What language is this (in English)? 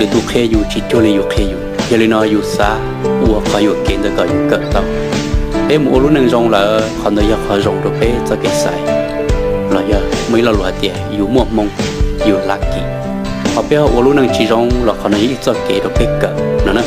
Hmong